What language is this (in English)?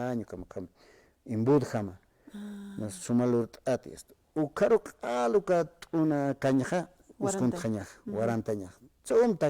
Aymara